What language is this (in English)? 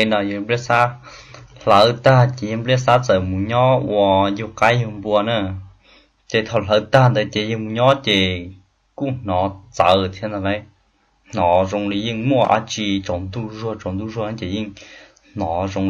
Hmong